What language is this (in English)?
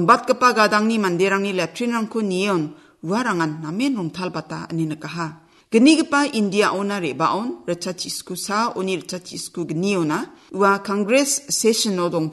Garo